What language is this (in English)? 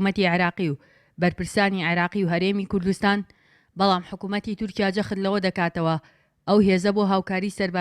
Central Kurdish